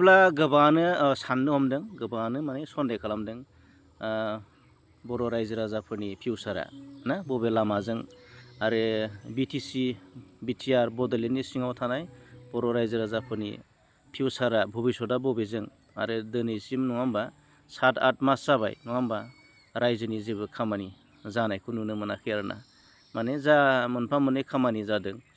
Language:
Bodo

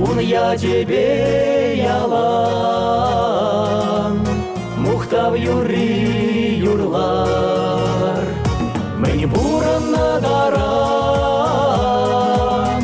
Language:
Chuvash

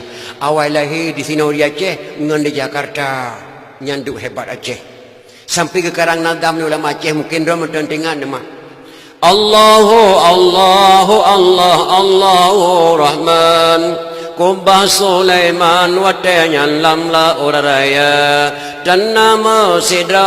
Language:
Achinese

